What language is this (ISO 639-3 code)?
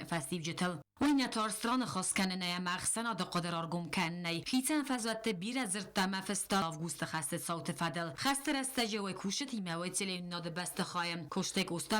oss